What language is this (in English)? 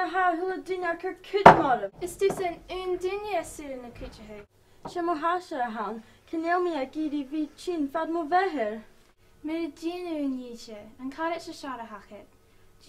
Scottish Gaelic